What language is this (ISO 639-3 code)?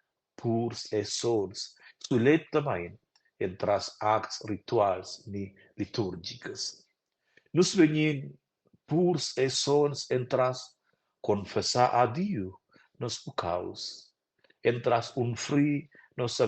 roh